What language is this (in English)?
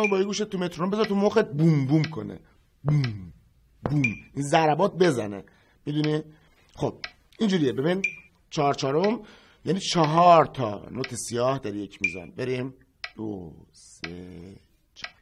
Persian